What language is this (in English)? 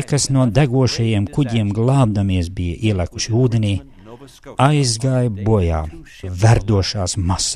Latvian